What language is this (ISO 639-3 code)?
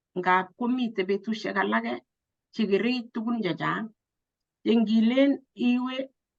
kln